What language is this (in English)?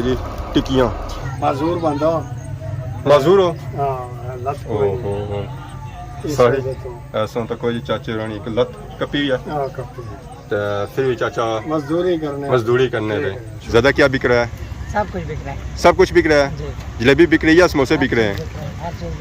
Pahari-Potwari